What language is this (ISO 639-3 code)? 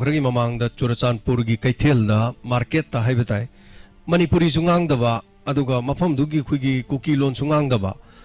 mni